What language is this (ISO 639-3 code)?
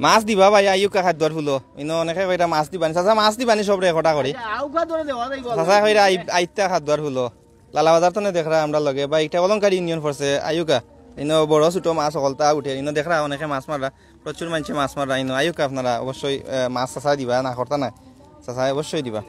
syl